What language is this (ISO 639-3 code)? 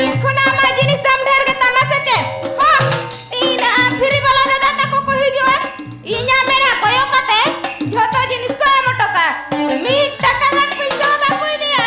sat